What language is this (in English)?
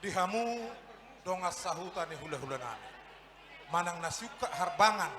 Batak Toba